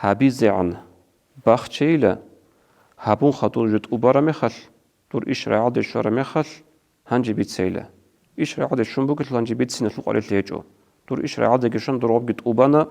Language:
Avaric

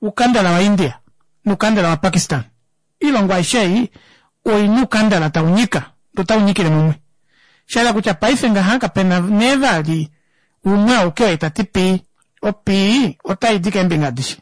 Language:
Kuanyama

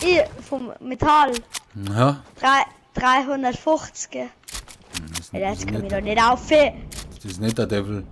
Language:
Bavarian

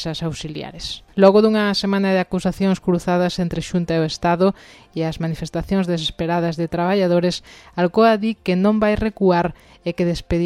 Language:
Galician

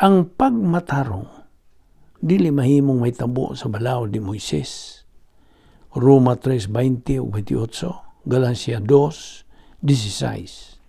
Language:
Cebuano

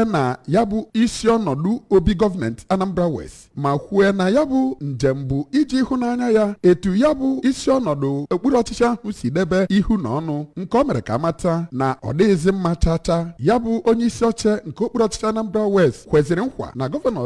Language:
Igbo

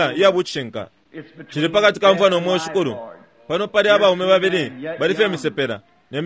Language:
Bemba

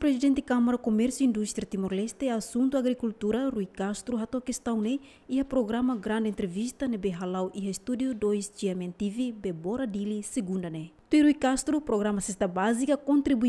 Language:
Tetum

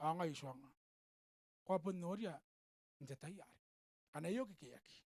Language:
Gilbertese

